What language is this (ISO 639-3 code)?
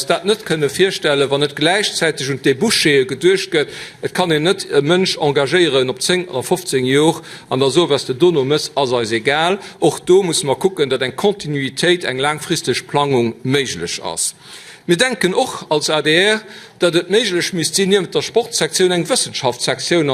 ltz